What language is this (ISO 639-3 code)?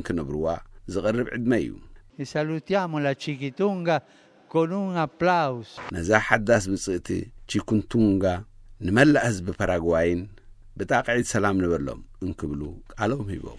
tir